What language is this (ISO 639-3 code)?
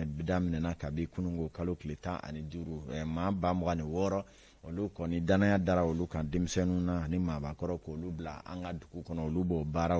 bam